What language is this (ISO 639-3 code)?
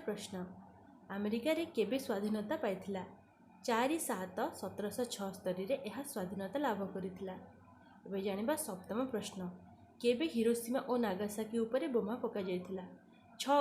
ori